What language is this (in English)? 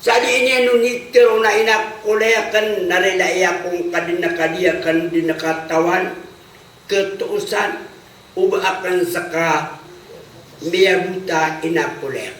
Maranao